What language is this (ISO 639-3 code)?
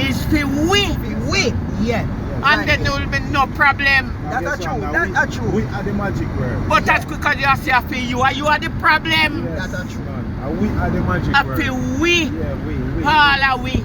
jam